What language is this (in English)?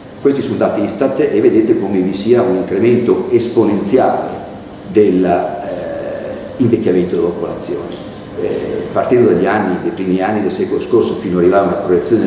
Italian